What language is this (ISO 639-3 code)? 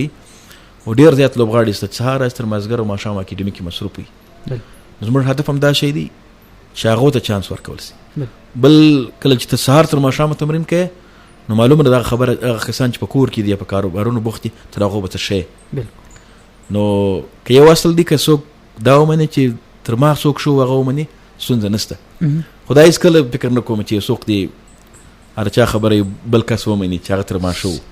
pus